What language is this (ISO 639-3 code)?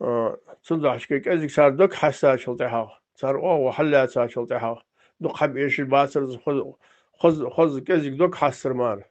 inh